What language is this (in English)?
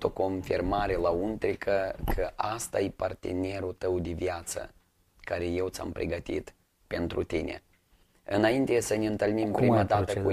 Romanian